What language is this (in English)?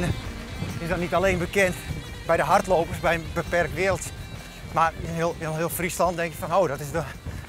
Western Frisian